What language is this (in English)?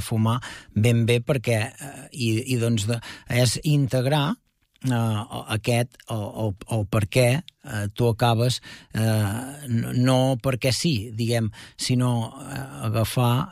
Catalan